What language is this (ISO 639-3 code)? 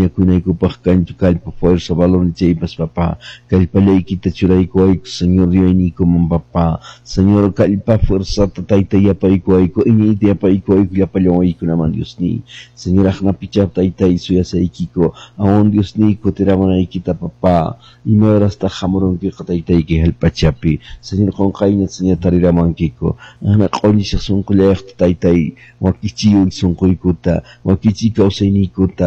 que